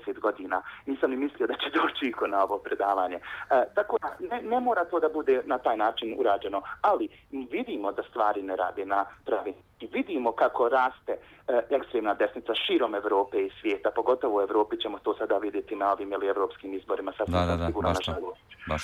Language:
Bosnian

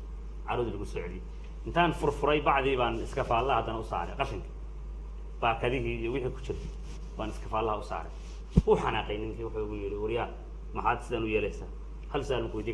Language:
Somali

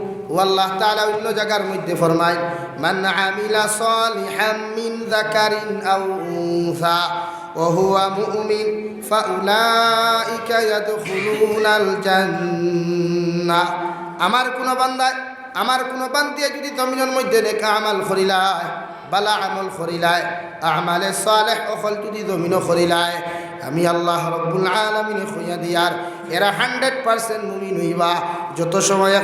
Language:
Sylheti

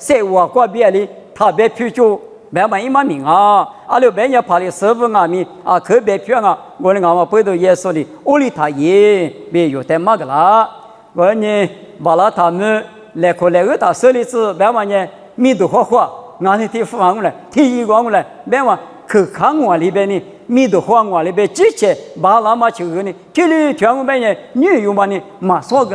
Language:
Lisu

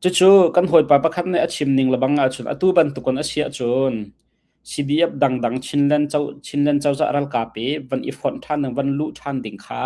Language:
Hakha Chin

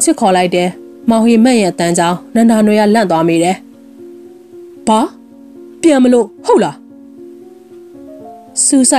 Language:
Burmese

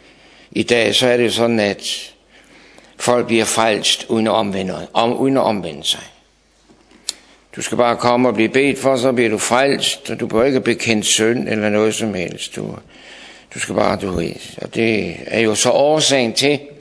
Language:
Danish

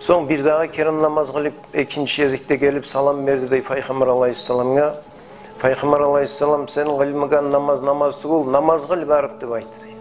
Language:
Kumyk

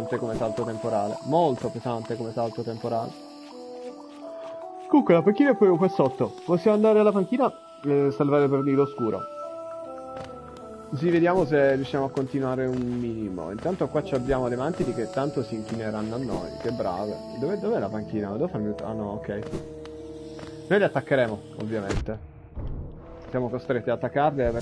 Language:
Italian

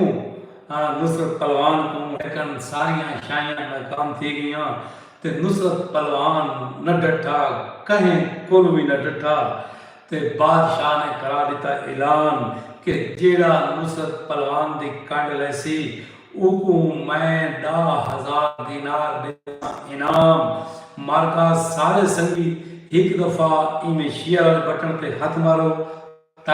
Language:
Saraiki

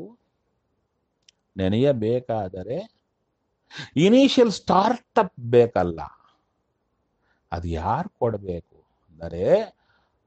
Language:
Kannada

